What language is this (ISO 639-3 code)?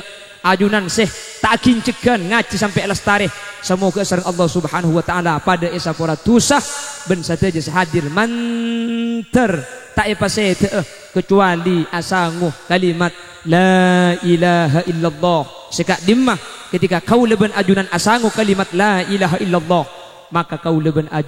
mad